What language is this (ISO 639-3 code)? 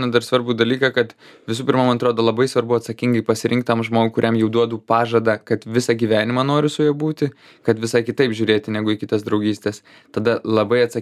lit